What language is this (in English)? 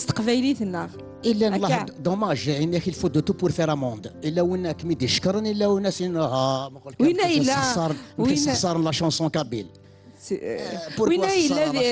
Kabyle